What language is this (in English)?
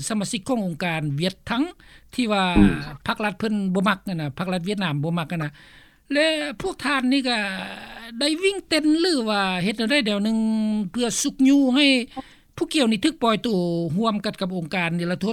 Lao